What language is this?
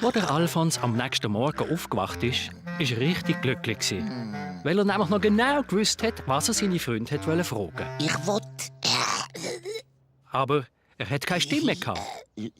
Swiss German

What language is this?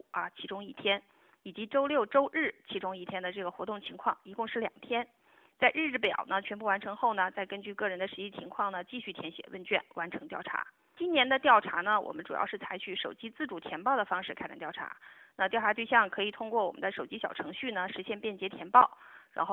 Chinese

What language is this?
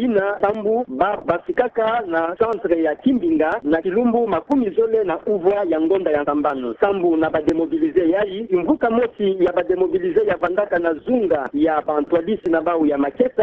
Kituba (Democratic Republic of Congo)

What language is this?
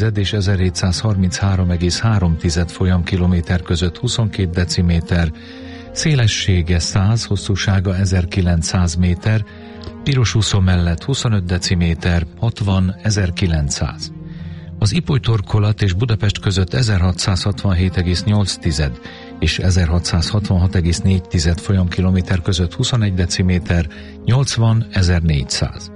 Hungarian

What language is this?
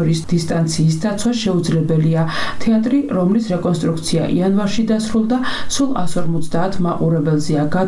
Georgian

